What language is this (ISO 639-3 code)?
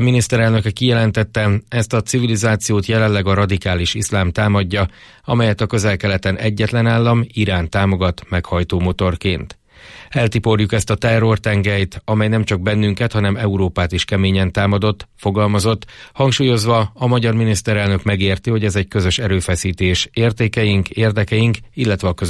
hun